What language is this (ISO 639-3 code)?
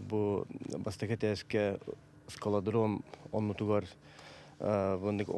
sah